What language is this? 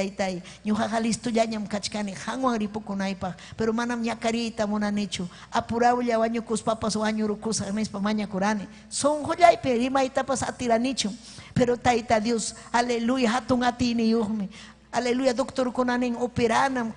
Ayacucho Quechua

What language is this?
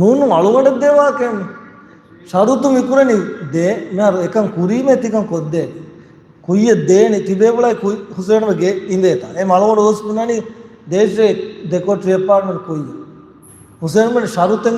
Divehi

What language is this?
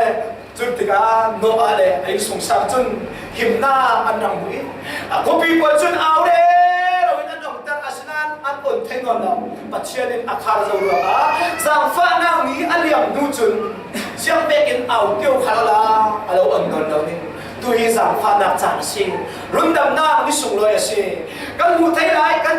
Falam Chin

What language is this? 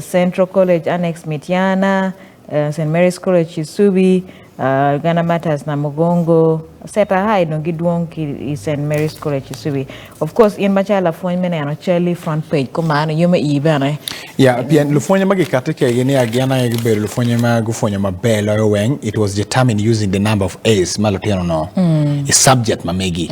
Acoli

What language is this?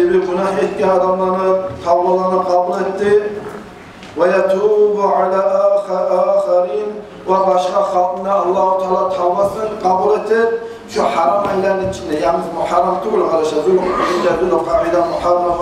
Kumyk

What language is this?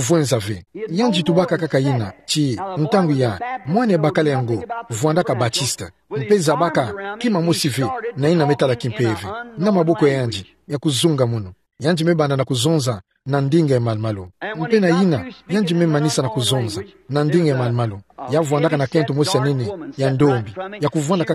Kituba (Democratic Republic of Congo)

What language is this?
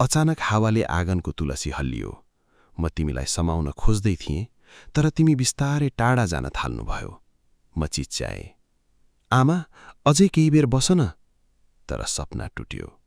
Nepali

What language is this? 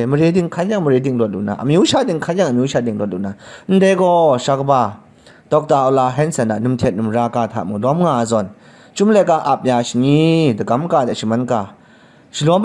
Kachin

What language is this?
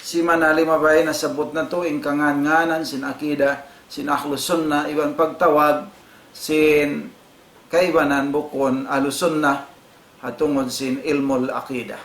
Tausug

